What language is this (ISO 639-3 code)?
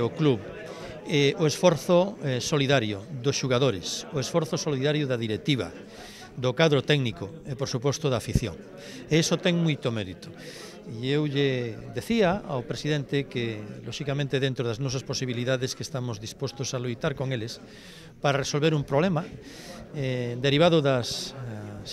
glg